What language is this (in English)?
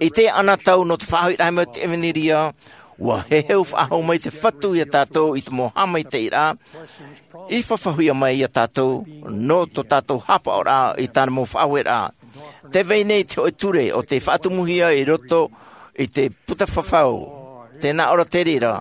Tahitian